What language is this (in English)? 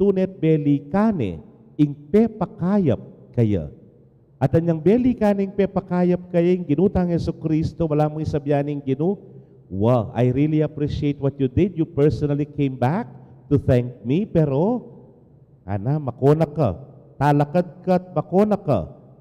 Pampanga